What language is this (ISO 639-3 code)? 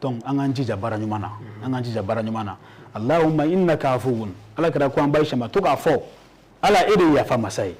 bam